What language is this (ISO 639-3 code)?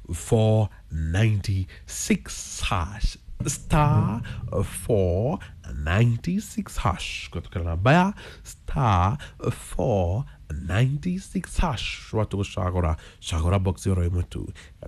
kik